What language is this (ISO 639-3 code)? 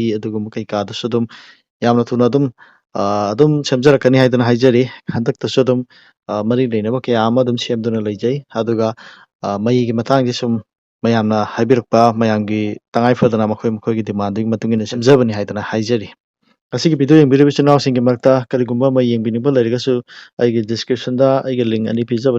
mni